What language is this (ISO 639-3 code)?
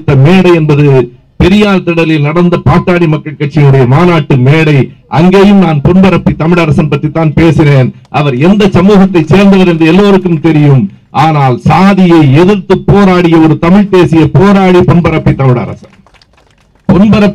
tam